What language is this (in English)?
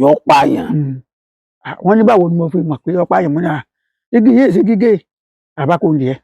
Yoruba